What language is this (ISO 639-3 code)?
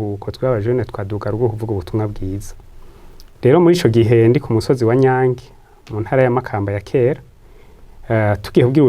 run